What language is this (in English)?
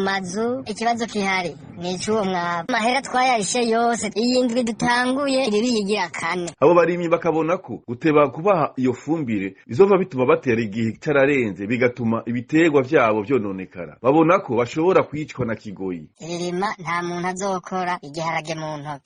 Rundi